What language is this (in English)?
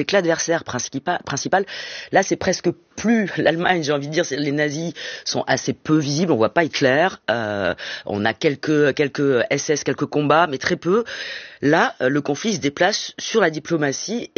French